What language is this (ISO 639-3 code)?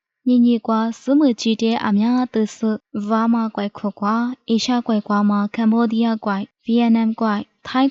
lis